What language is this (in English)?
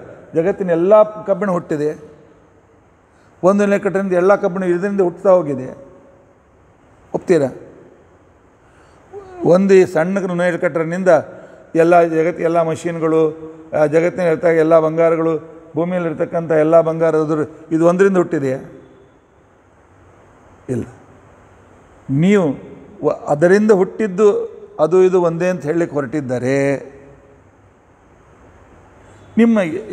Kannada